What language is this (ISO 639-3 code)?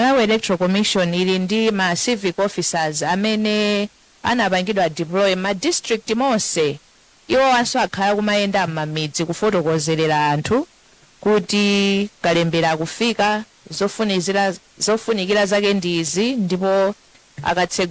nya